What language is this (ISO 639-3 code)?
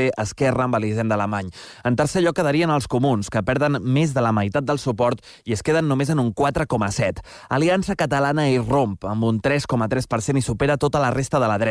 cat